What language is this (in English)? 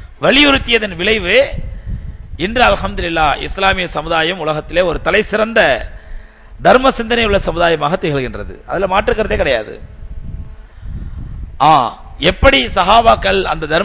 Tamil